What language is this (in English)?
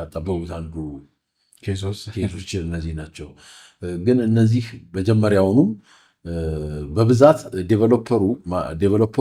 Amharic